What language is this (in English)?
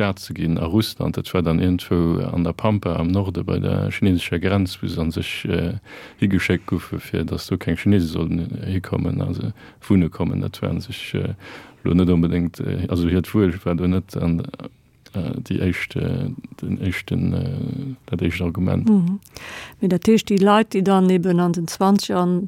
Luxembourgish